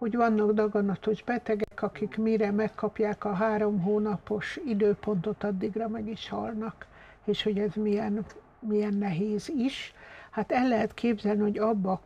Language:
Hungarian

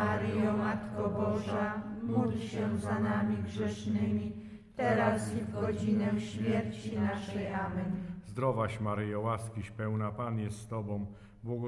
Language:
Polish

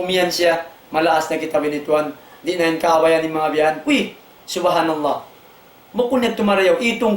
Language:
Tausug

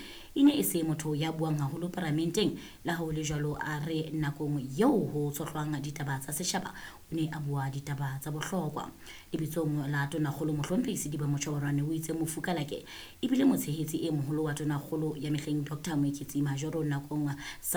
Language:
Southern Sotho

